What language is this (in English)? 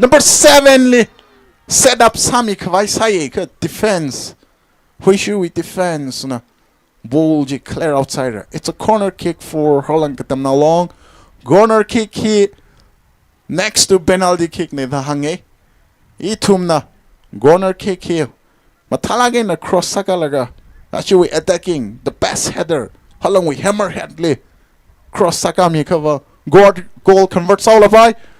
Tangkhul Naga (India)